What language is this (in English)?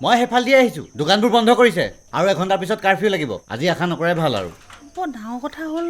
Assamese